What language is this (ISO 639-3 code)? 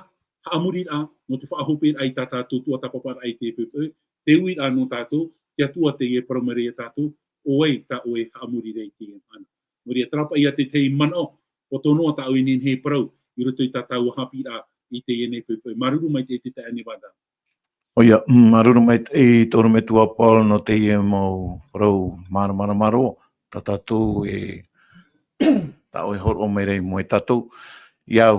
tah